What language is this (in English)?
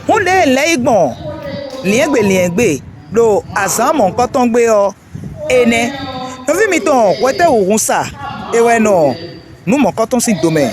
Fon